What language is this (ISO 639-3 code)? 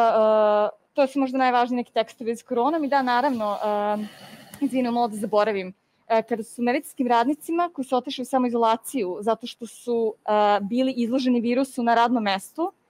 srp